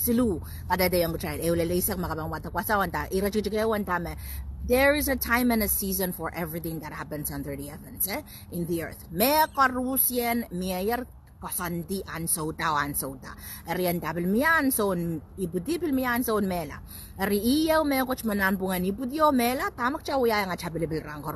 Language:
Pohnpeian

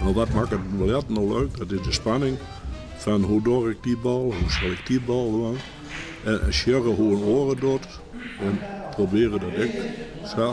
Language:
Western Frisian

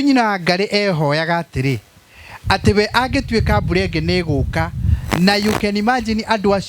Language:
Kikuyu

